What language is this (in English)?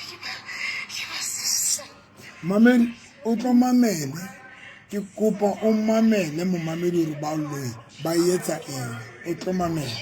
Southern Sotho